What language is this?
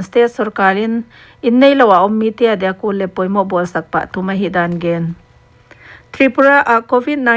Paite Chin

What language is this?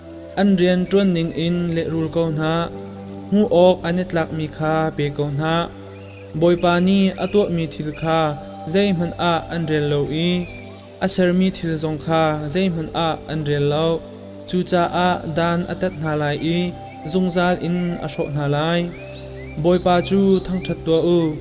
Hakha Chin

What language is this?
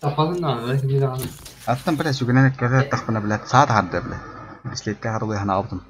Yakut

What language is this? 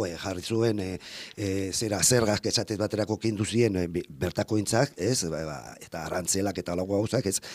Basque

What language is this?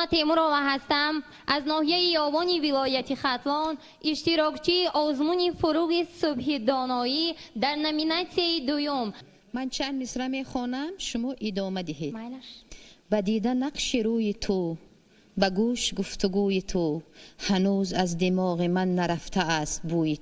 Tajik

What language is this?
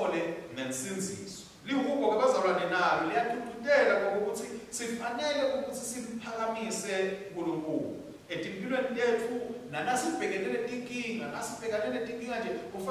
Swati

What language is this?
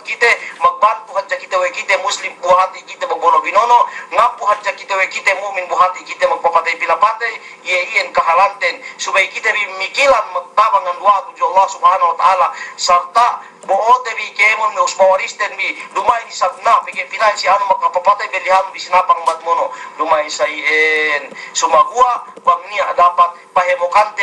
Yakan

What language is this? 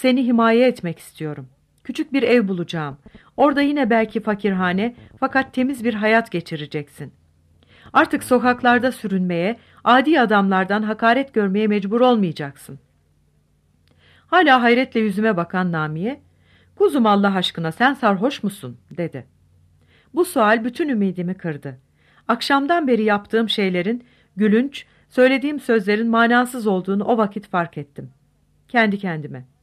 Turkish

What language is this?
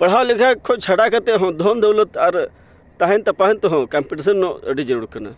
Santali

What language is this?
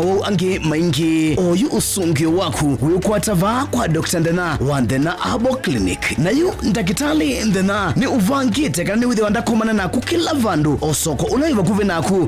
Kamba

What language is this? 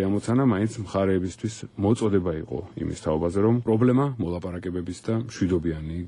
Georgian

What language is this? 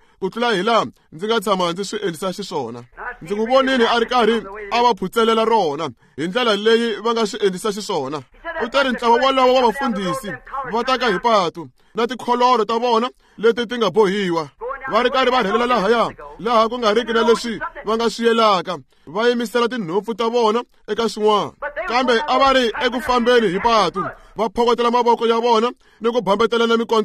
Tsonga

